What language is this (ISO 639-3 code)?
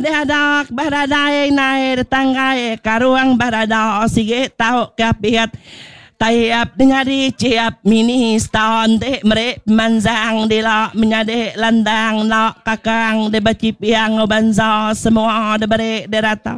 iba